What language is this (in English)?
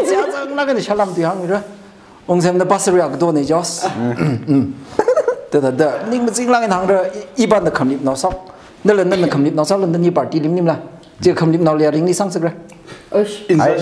Tangkhul Naga (India)